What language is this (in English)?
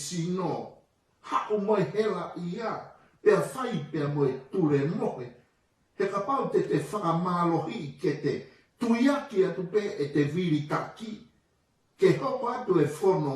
Tongan